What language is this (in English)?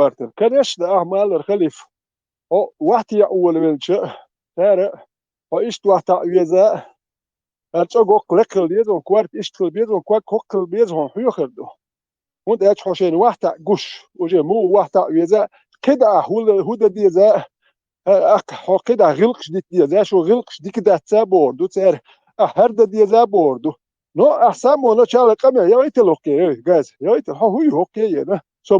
Chechen